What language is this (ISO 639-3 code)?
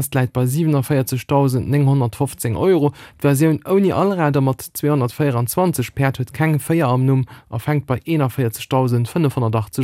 ltz